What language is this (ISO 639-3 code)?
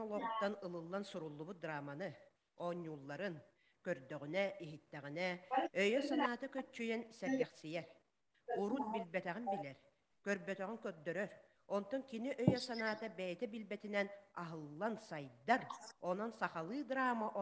sah